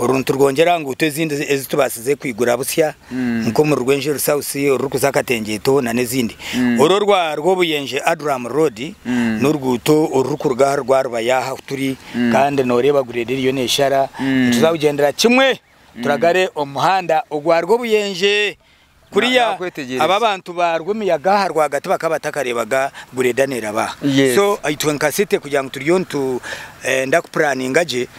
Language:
Nyankole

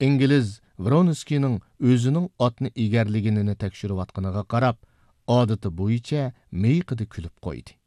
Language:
Uyghur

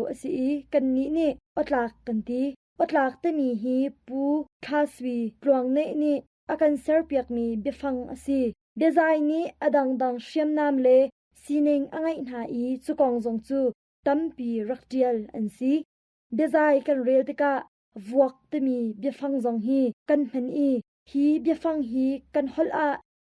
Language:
Hakha Chin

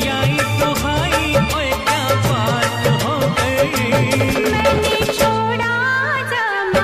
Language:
Hindi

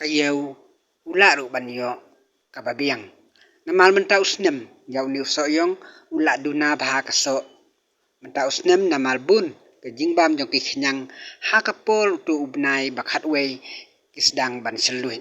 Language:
Khasi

